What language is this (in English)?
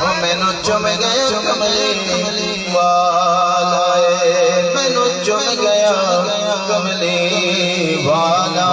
Saraiki